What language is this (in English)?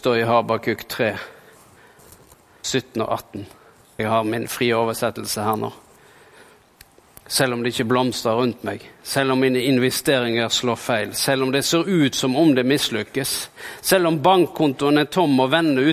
Norwegian